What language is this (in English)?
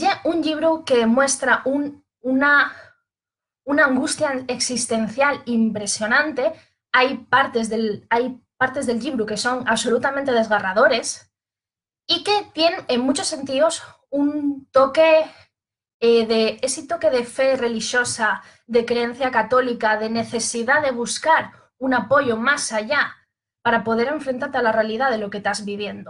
Asturian